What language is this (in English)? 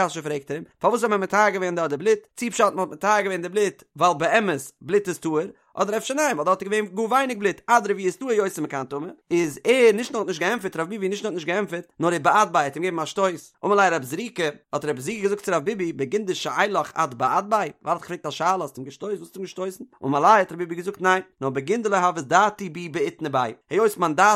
Yiddish